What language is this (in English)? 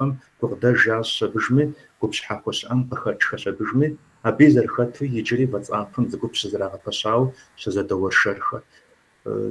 Kabardian